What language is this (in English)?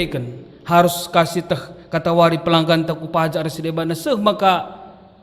Batak Karo